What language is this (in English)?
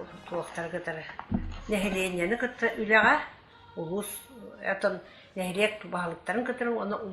Yakut